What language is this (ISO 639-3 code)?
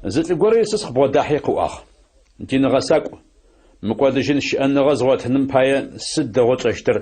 ady